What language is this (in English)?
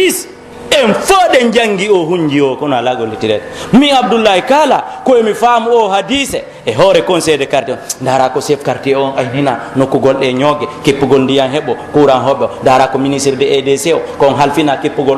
Pular